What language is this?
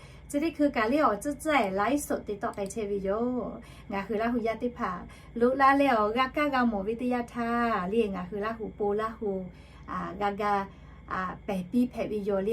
Lahu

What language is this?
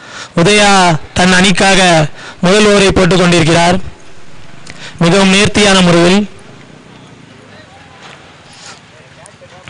Tamil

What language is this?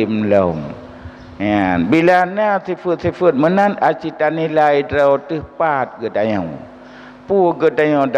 Achinese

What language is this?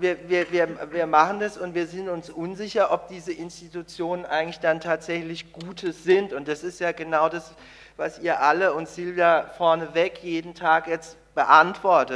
German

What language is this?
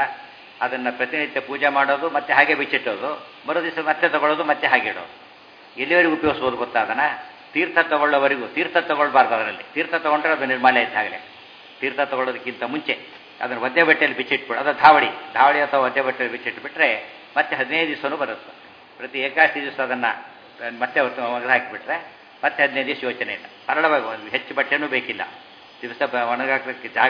Kannada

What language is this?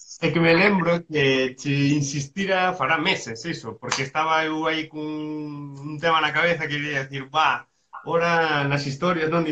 Galician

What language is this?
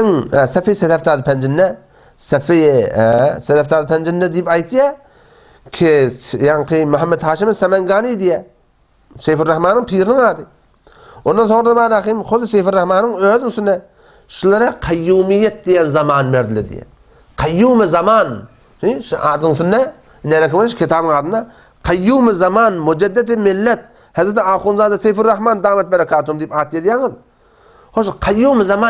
Turkmen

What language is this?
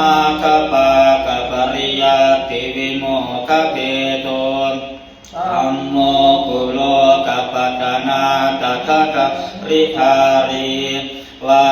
Pali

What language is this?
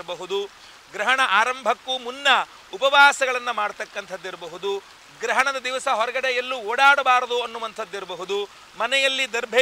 Kannada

